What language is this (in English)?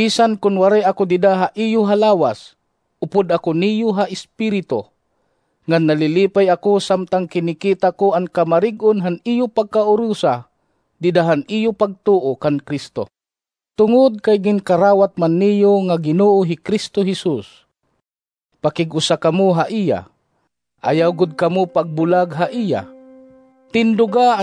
Waray